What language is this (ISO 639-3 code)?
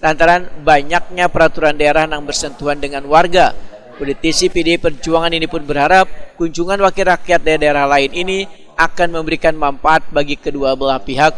bjn